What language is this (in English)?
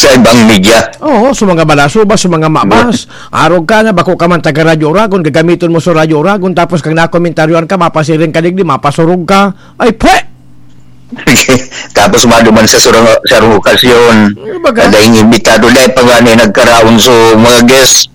Bikol